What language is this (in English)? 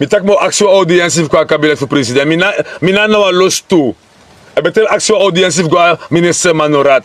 Sranan Tongo